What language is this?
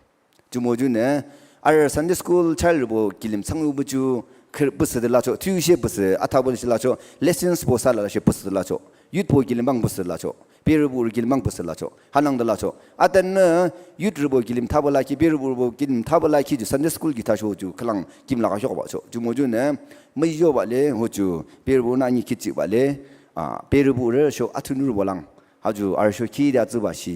Naga Pidgin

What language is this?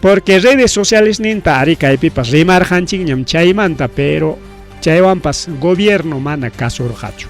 Ayacucho Quechua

